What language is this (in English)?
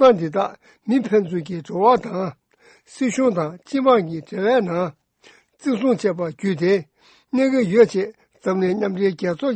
Tibetan